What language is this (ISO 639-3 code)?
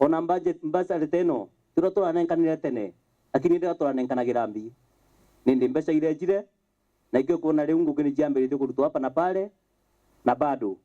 mer